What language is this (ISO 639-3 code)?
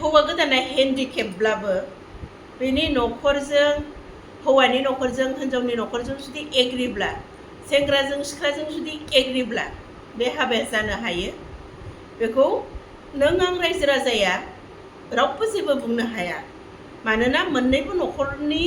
brx